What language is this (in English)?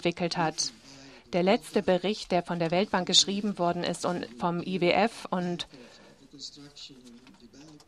German